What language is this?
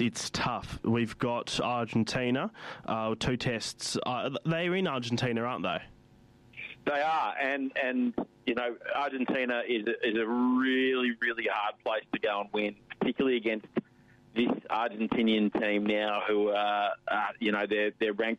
English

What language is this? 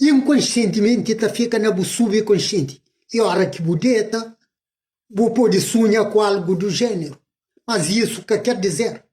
Kabuverdianu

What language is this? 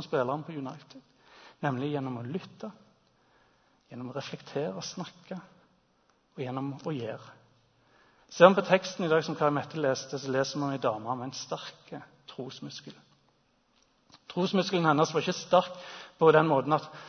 Norwegian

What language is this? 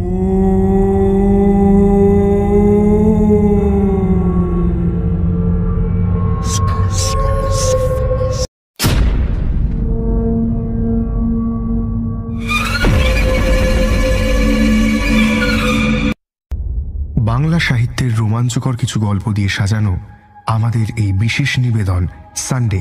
Bangla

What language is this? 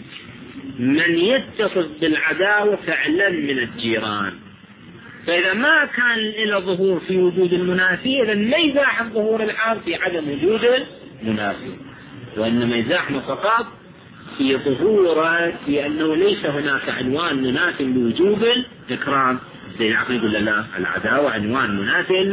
Arabic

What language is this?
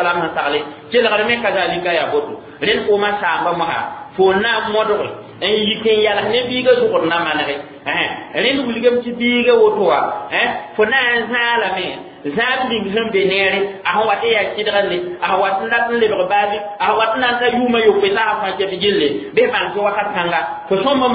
Mossi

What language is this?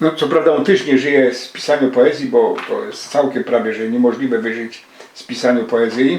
Silesian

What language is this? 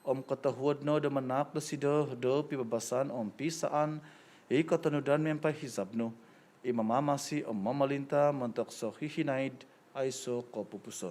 Central Dusun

